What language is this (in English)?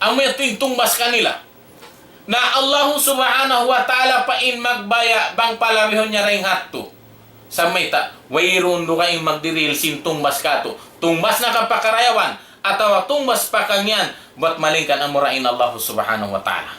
Tausug